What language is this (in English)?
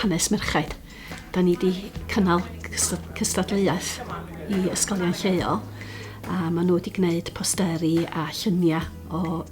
Welsh